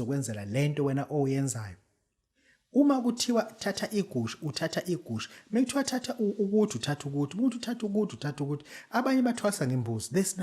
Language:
Zulu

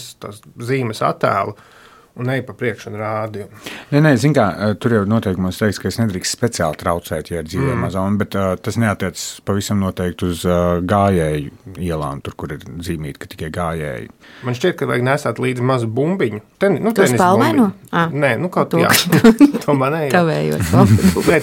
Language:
Latvian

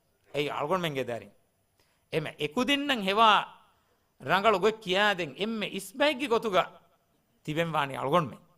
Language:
Divehi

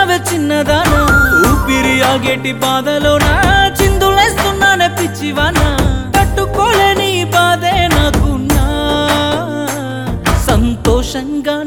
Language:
Telugu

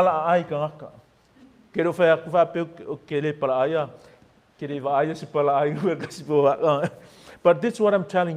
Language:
Samoan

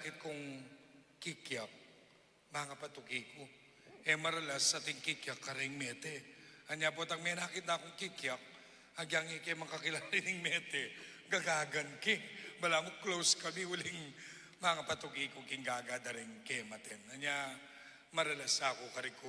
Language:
Pampanga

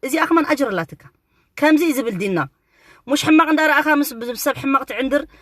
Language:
Tigrinya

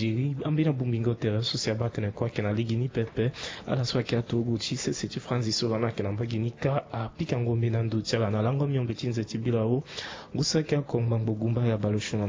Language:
Sango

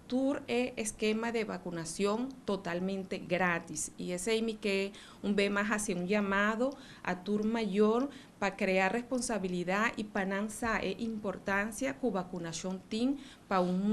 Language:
Papiamento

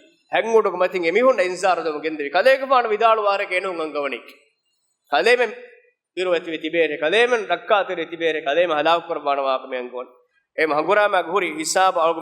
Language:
Divehi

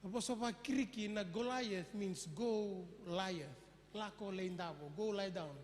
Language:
Fijian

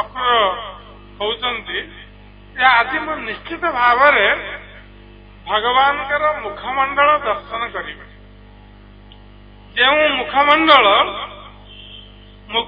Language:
Odia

